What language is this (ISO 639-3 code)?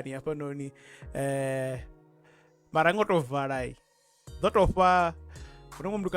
ven